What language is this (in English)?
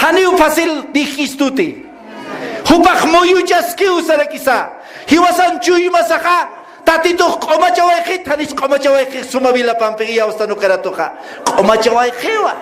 Aymara